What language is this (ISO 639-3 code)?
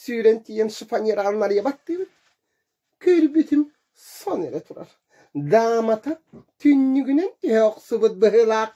sah